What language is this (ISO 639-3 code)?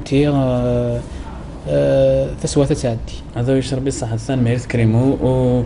kab